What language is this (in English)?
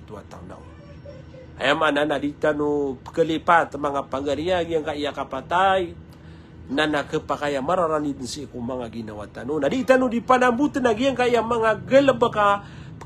Maranao